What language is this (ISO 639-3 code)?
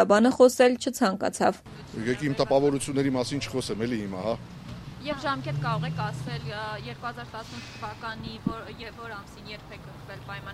hye